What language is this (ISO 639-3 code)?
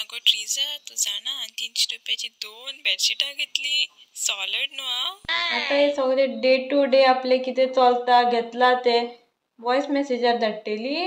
kok